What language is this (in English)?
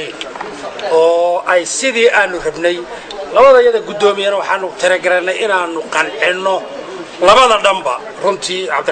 Somali